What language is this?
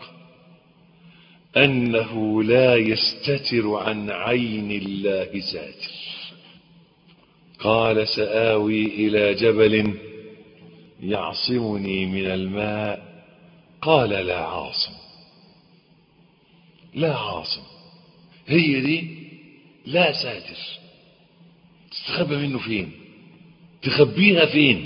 Egyptian Arabic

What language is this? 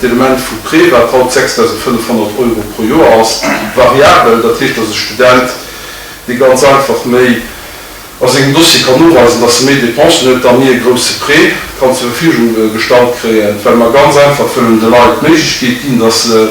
Luxembourgish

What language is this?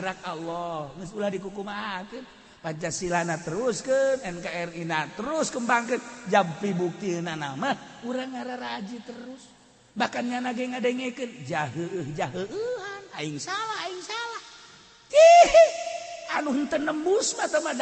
Sundanese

